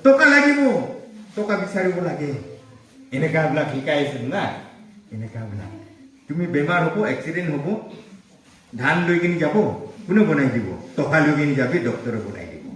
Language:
Naga Pidgin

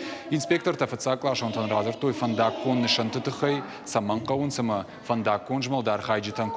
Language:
Ossetic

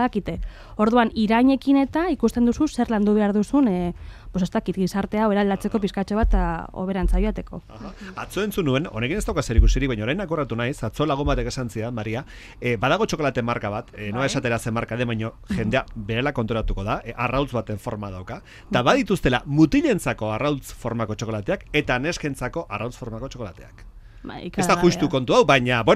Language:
Basque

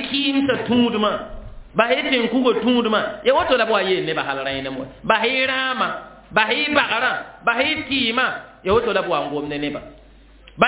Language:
Mossi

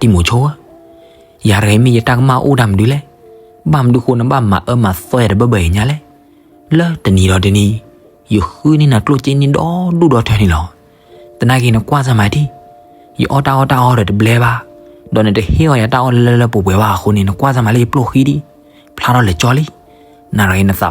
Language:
S'gaw Karen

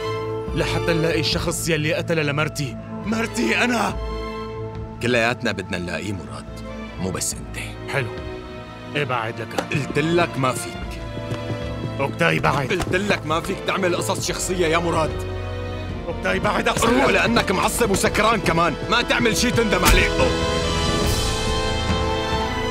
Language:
North Levantine Arabic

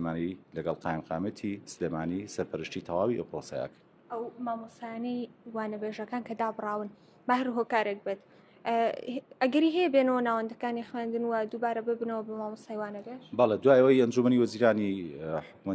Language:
Central Kurdish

